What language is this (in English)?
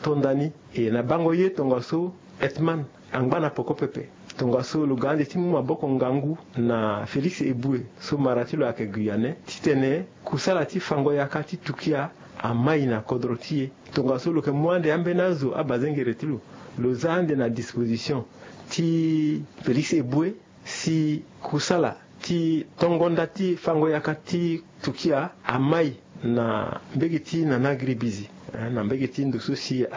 Sango